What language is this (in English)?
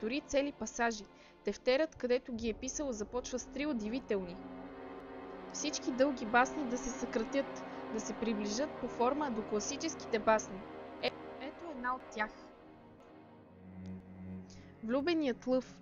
Bulgarian